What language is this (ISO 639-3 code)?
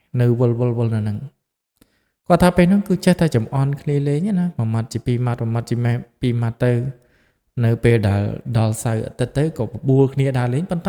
khm